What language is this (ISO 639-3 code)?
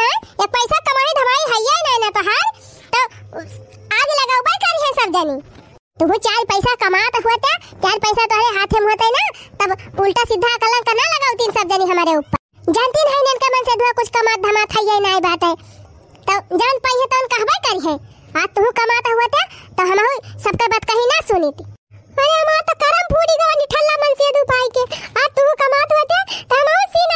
awa